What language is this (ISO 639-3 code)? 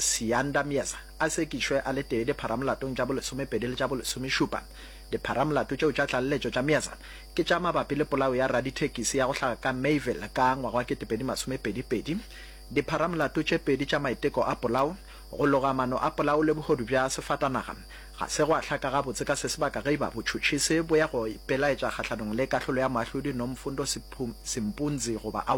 nso